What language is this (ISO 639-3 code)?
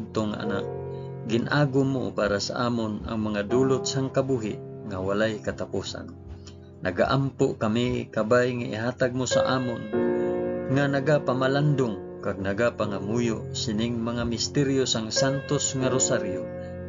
hil